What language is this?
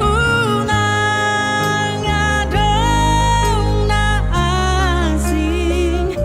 Batak Toba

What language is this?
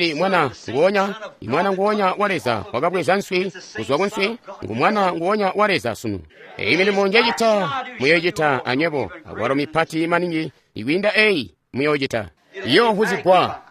Tonga (Zambia)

